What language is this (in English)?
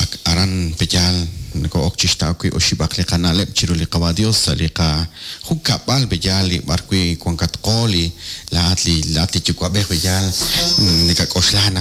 Kekchí